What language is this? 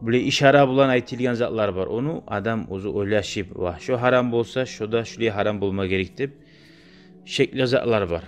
Kumyk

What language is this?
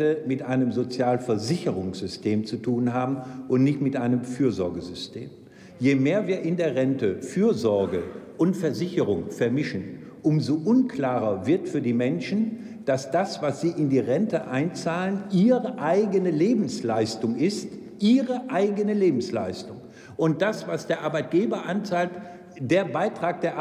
German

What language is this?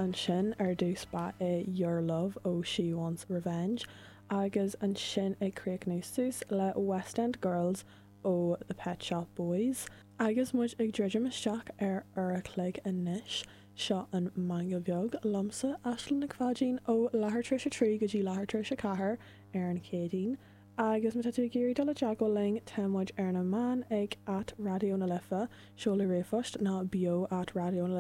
Irish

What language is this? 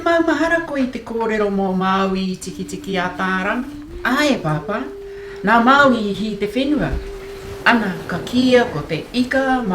Māori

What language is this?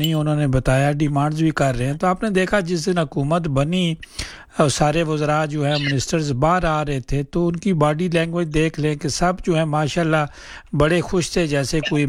Urdu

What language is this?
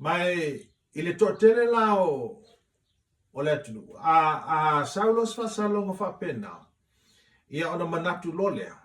Samoan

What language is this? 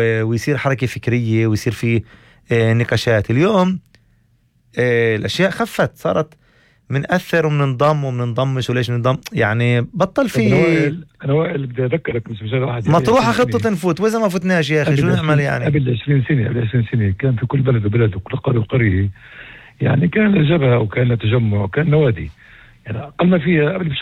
North Levantine Arabic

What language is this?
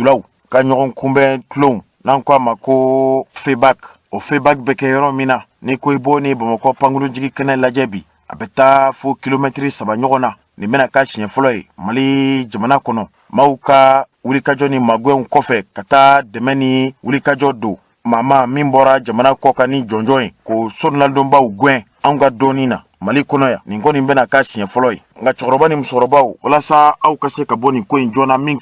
Bambara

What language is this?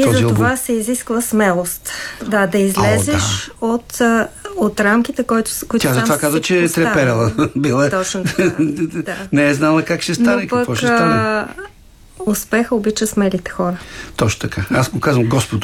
Bulgarian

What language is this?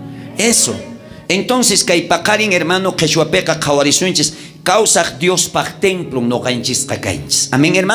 South Bolivian Quechua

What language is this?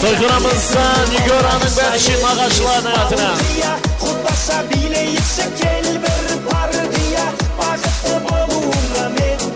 Kara-Kalpak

